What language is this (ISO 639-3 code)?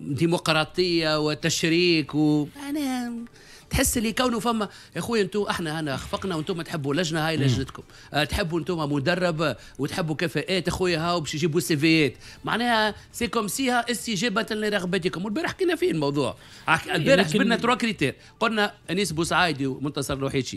aeb